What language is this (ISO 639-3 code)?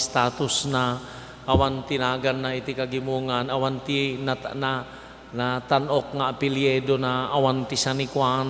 ilo